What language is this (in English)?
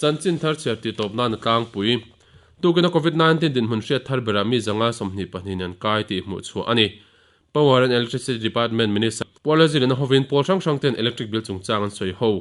Mizo